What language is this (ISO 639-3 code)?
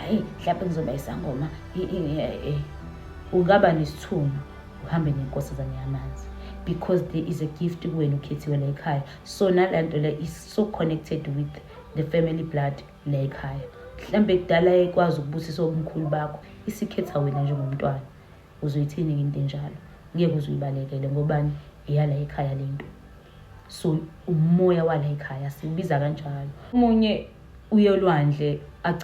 zul